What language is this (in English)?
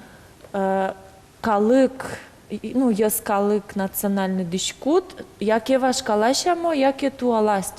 Udmurt